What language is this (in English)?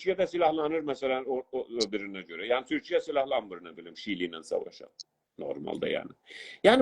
South Azerbaijani